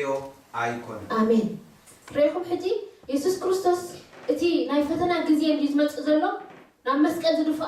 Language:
Tigrinya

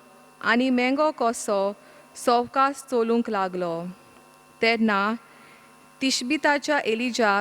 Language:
Konkani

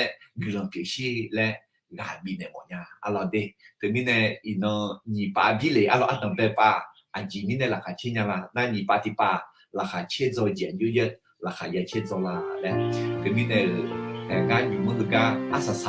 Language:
Akha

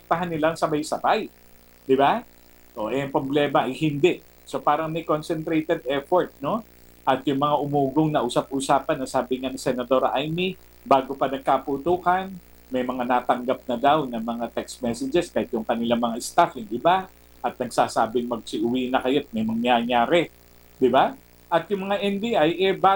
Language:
Filipino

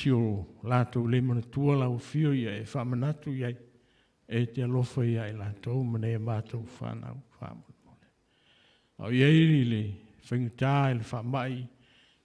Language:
Samoan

